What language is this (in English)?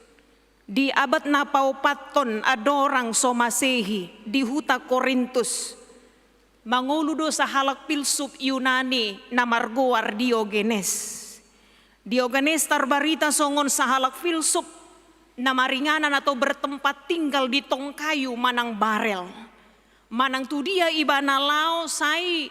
Batak Toba